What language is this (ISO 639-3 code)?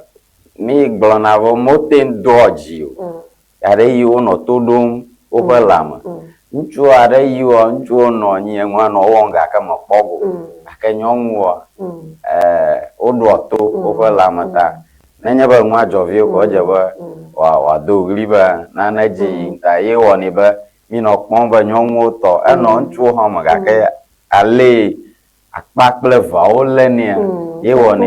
ewe